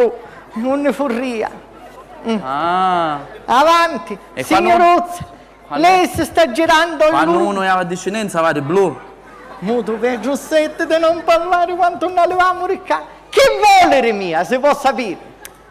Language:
Sicilian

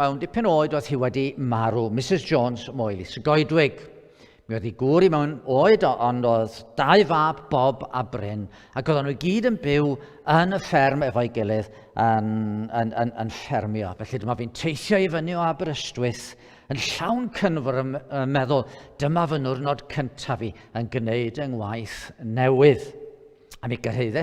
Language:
Welsh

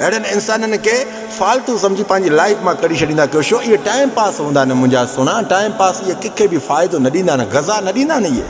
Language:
Sindhi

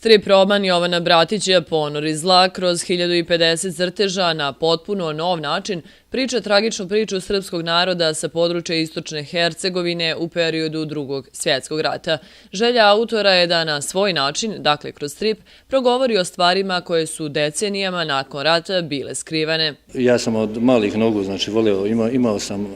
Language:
Bosnian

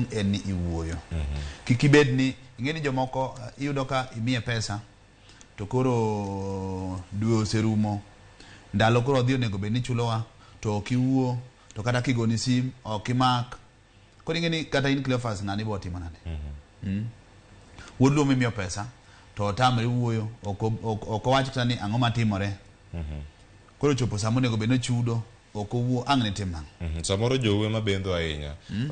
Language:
Luo (Kenya and Tanzania)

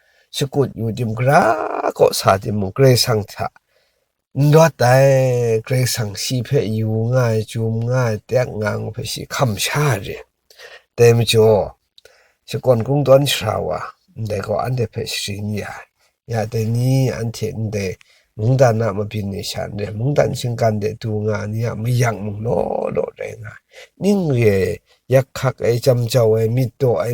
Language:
Kachin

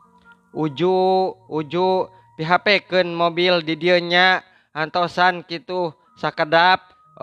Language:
Sundanese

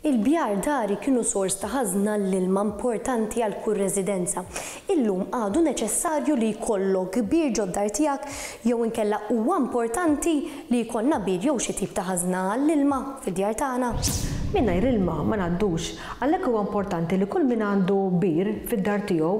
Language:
Maltese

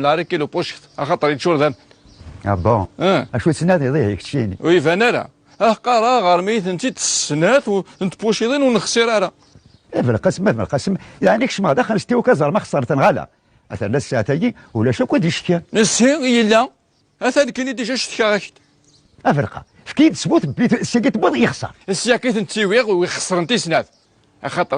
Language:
Kabyle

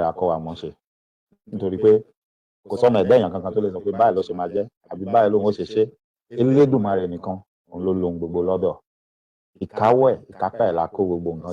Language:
Yoruba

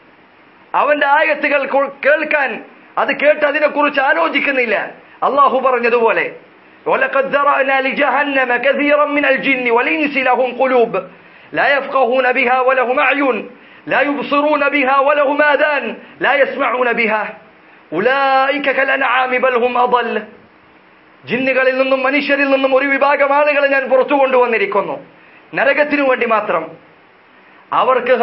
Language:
Malayalam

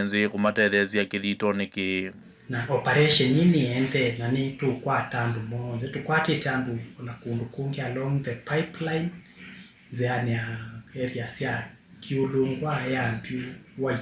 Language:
Kamba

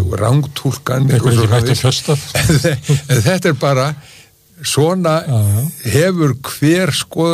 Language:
Icelandic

